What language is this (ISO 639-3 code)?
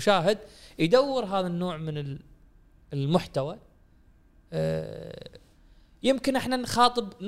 afb